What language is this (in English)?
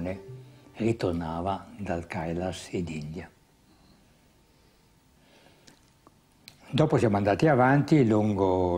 Italian